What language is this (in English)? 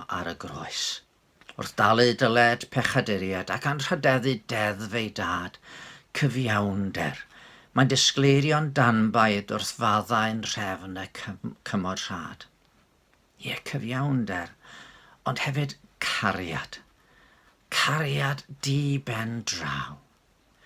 Welsh